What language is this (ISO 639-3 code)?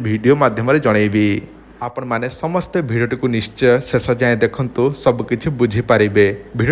ori